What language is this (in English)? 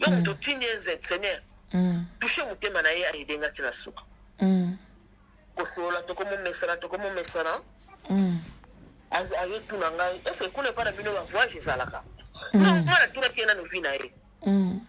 Lingala